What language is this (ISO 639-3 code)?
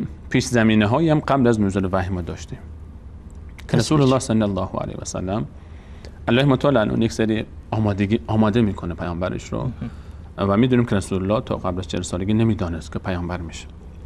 fas